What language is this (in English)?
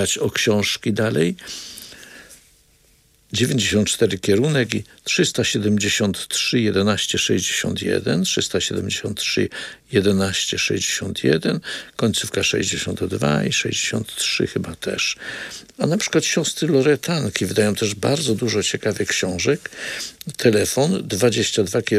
Polish